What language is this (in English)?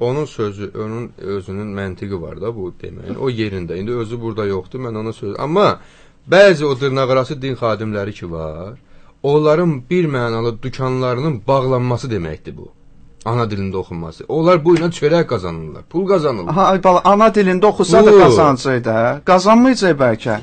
Azerbaijani